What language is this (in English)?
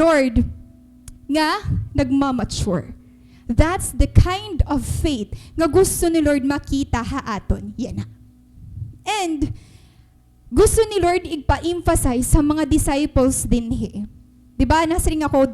Waray